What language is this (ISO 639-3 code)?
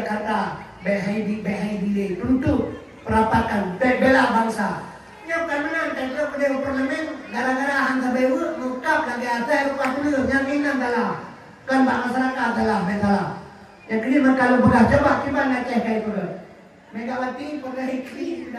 ace